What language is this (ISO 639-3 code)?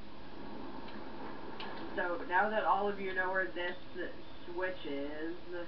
eng